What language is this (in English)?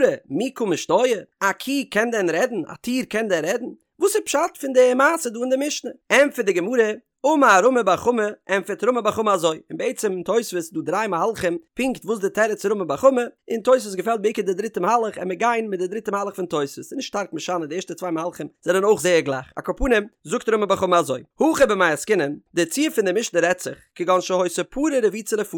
Yiddish